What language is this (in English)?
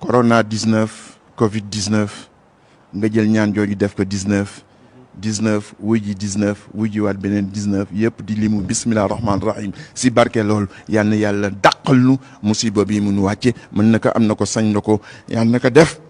Wolof